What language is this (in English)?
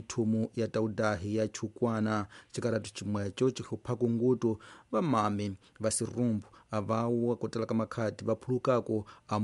Tsonga